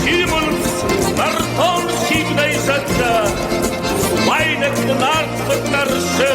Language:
Ossetic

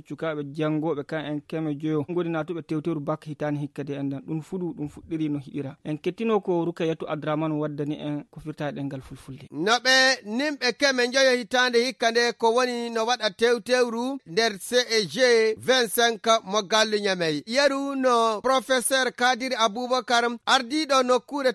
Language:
Nigerian Fulfulde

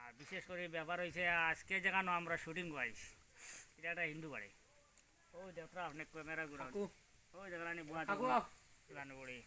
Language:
Sylheti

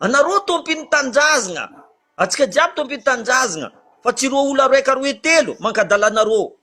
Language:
Malagasy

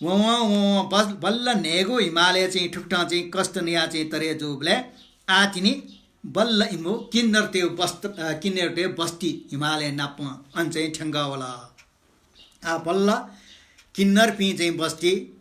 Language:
Newari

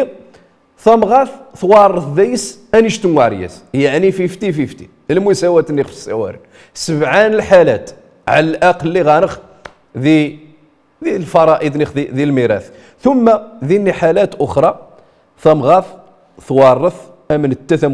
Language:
Riffian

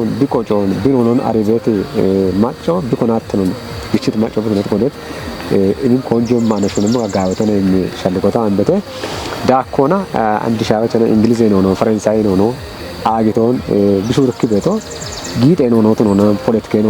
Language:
Kafa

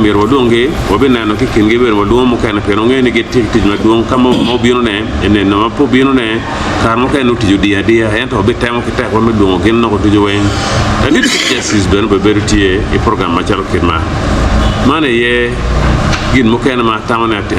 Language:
Acoli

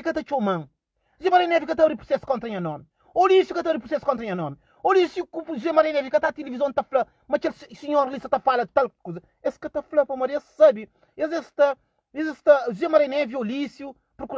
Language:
Kabuverdianu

